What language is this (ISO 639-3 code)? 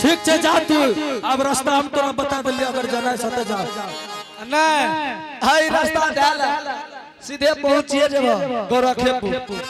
anp